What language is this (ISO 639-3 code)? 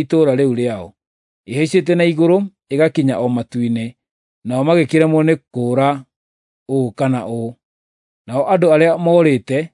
kik